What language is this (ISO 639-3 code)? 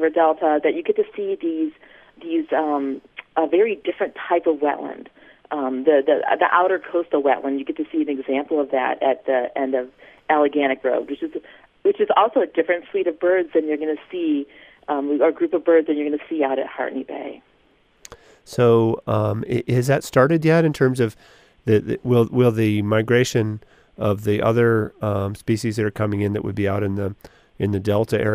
eng